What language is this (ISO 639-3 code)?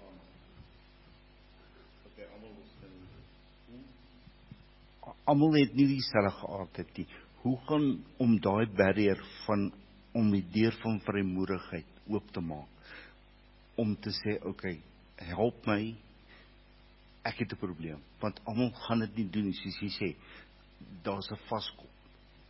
afr